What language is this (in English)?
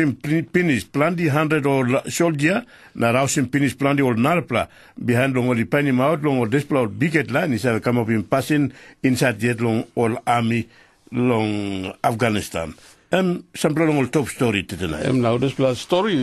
Tok Pisin